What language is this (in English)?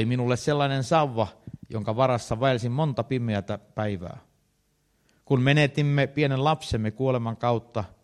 Finnish